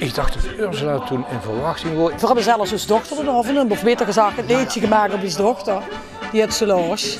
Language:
Limburgish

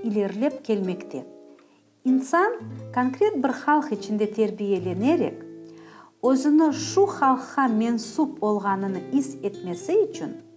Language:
Crimean Tatar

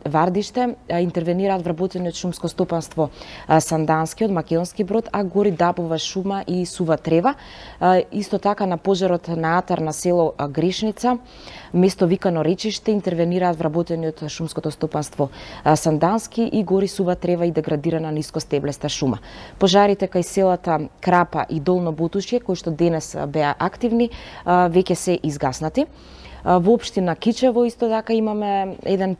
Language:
Macedonian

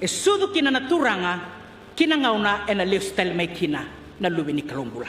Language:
Fijian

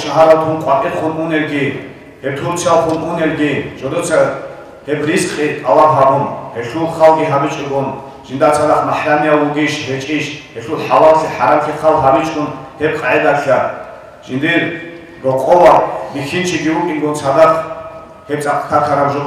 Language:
Avaric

